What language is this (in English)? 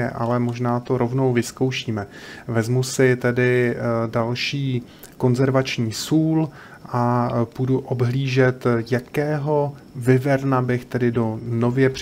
Czech